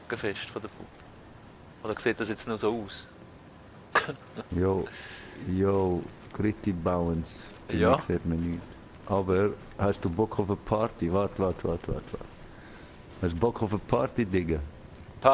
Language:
Swiss German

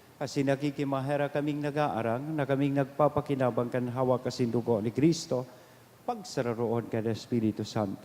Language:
Bikol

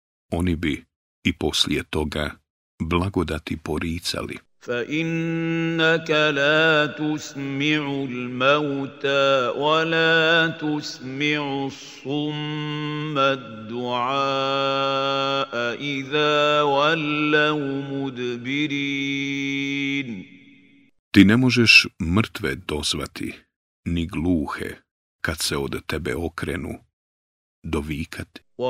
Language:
Bosnian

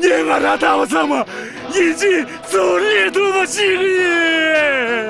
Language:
Tibetan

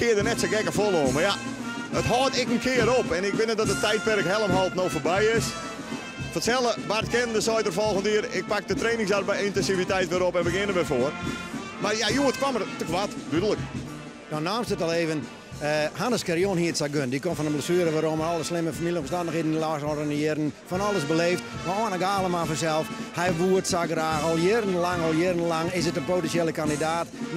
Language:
Western Frisian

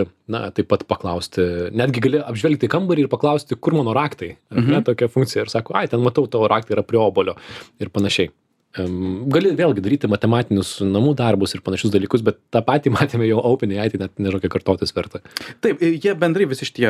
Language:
Lithuanian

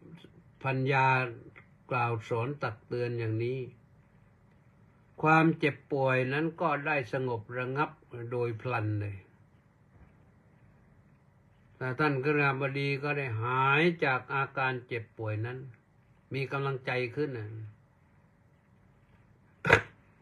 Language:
Thai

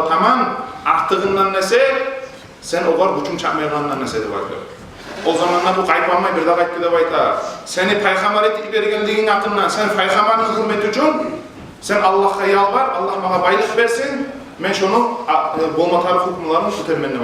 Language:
Kumyk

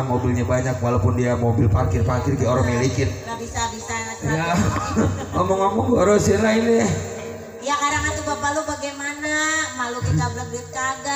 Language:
Betawi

